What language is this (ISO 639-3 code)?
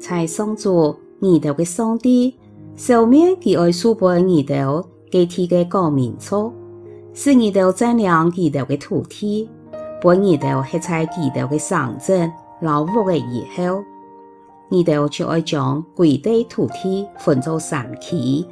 hak